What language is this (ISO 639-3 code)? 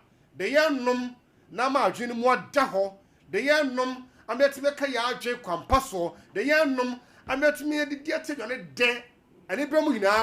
aka